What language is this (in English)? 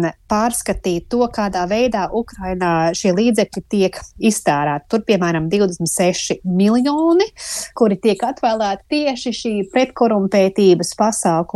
Latvian